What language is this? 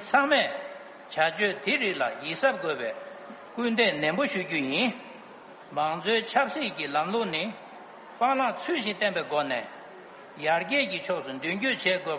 Tibetan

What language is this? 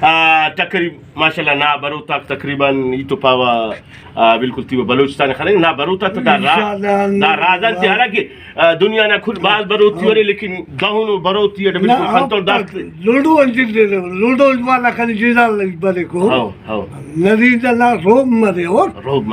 Brahui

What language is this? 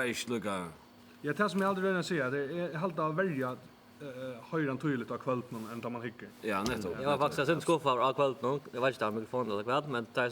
Faroese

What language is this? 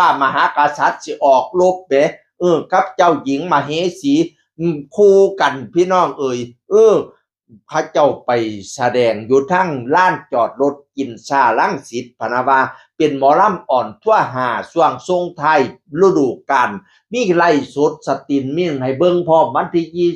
Northeastern Thai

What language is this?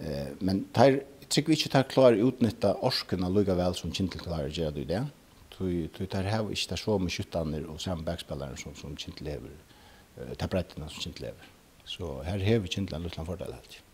Faroese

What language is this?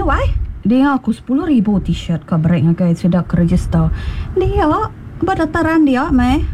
Iban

